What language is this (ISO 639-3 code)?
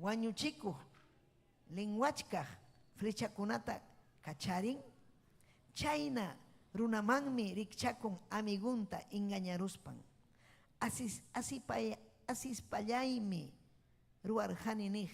quy